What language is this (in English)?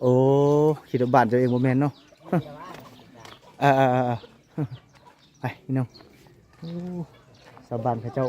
Lao